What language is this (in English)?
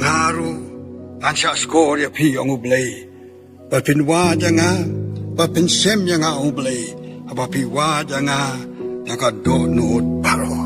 Khasi